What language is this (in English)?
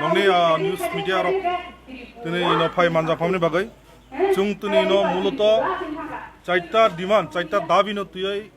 Kok Borok